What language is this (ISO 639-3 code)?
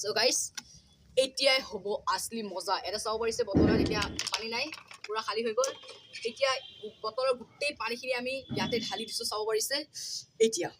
asm